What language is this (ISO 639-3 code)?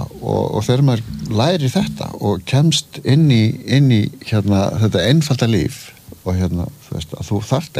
isl